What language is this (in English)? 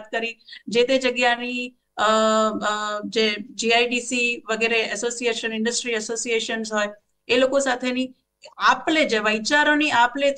Gujarati